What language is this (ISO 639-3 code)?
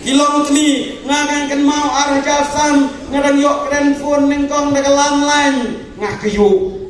kha